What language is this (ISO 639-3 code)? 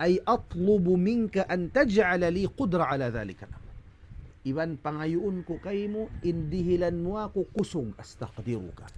tsg